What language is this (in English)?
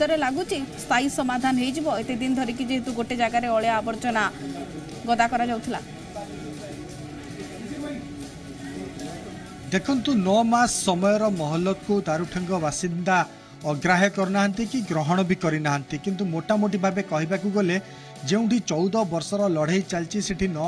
Odia